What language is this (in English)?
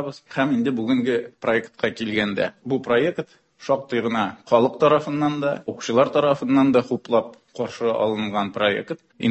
Tatar